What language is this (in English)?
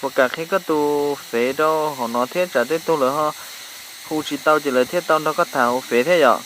Hmong